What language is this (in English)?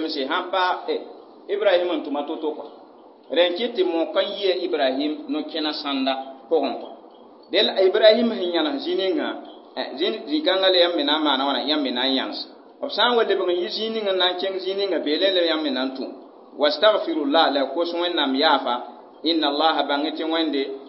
Mossi